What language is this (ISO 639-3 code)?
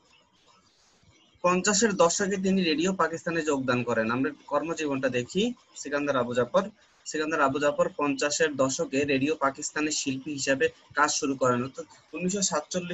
ben